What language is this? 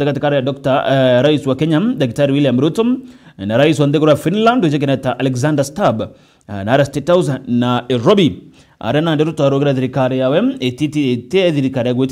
Meru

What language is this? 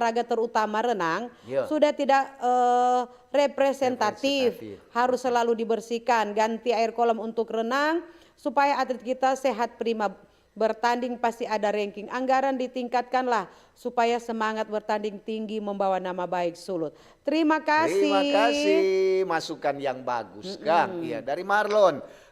Manado Malay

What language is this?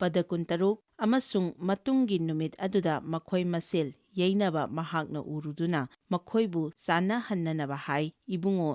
Manipuri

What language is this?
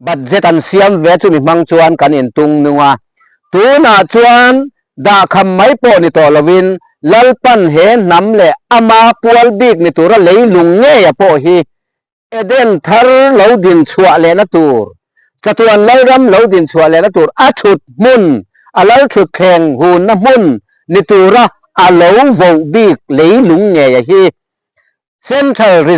Mizo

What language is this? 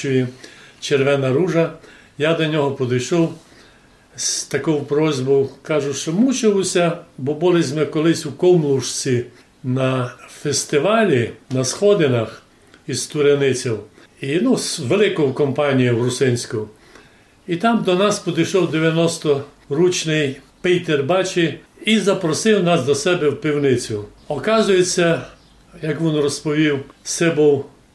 Rusyn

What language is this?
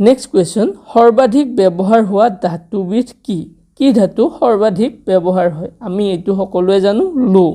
Assamese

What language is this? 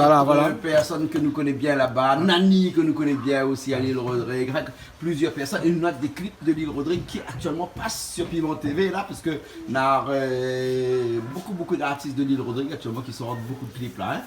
Réunion Creole French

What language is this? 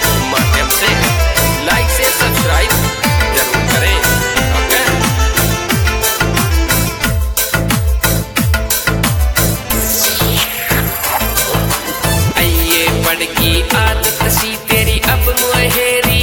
Bhojpuri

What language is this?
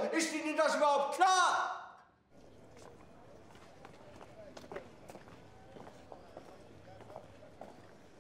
German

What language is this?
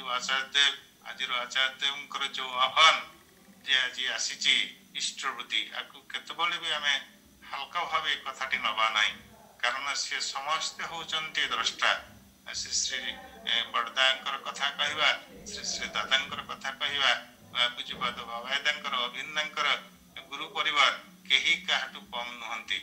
Odia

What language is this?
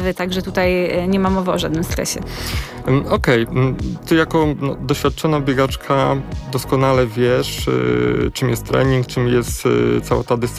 Polish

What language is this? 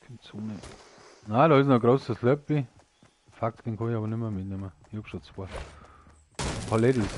Bavarian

